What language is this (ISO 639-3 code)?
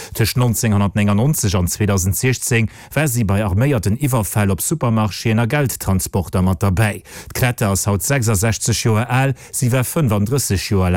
ltz